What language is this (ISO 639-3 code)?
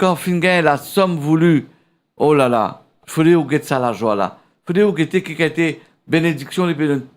mfe